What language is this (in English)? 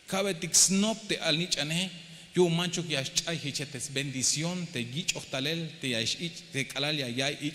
Tzeltal